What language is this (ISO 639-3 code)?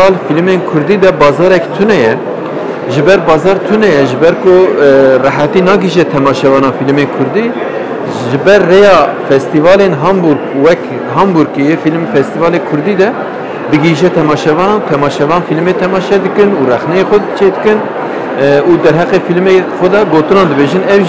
kur